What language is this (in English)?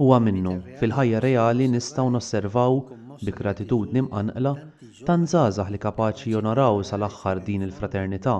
Maltese